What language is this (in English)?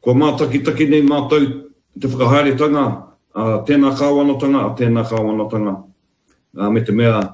Māori